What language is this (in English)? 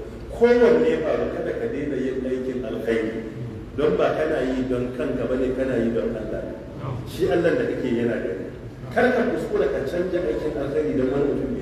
Hausa